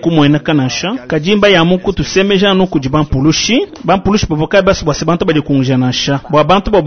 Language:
Luba-Lulua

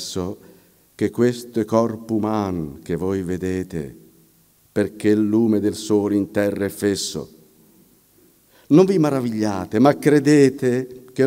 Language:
Italian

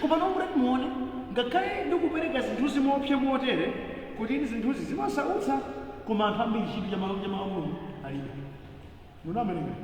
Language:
Nyanja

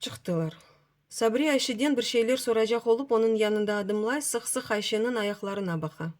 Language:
Crimean Tatar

